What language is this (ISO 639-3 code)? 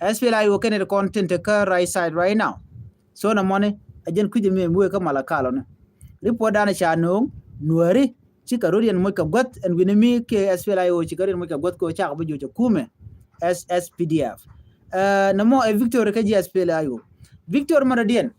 nus